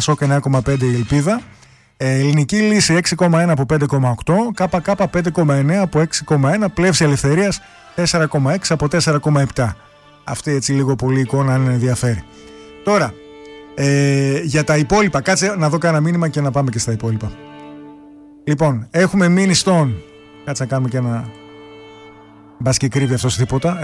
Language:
Greek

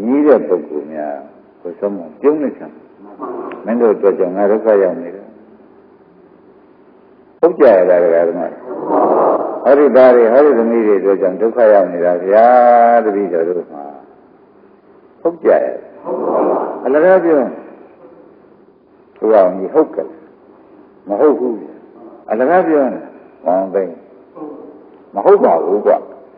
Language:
Burmese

